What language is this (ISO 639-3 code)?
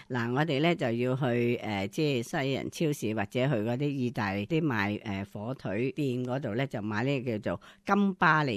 yue